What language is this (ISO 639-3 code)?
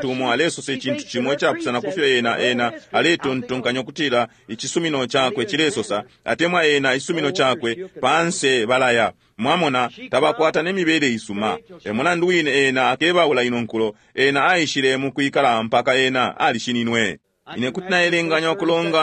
bem